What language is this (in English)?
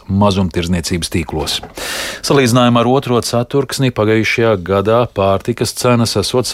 Latvian